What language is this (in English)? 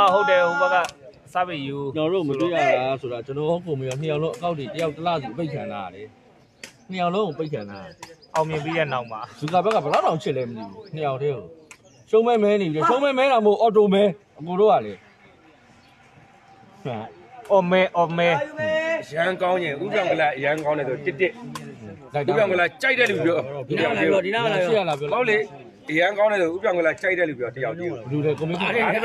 Burmese